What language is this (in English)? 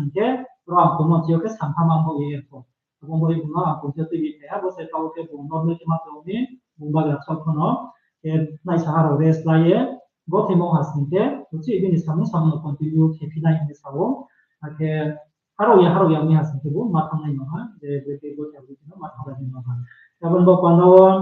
Riang (India)